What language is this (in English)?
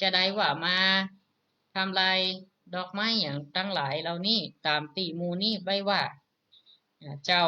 Northern Thai